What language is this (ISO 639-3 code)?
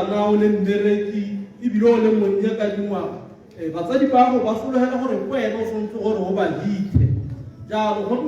tsn